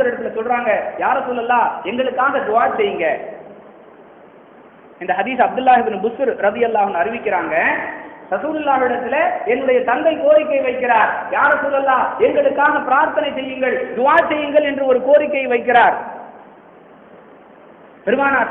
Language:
Tamil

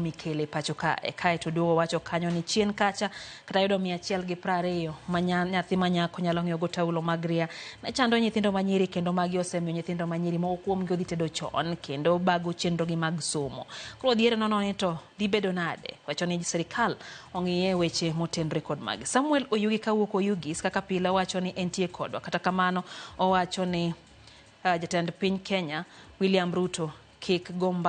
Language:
Luo (Kenya and Tanzania)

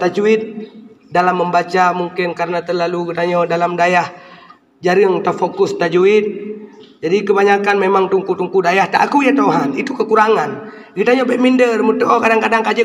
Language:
Achinese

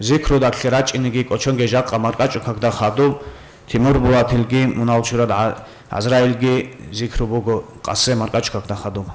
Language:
Avaric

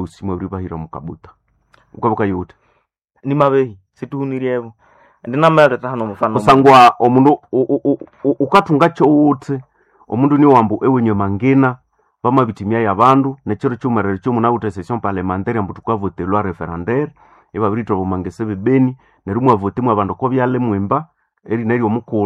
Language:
Nande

